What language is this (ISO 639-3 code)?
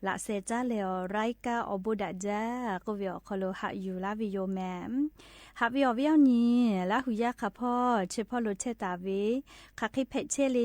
lhu